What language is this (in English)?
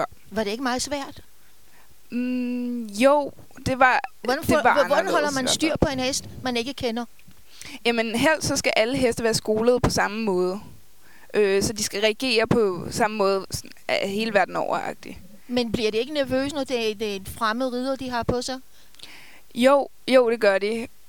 Danish